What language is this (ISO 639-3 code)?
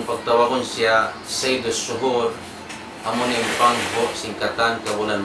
tsg